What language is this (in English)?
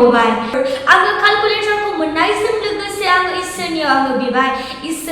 Bodo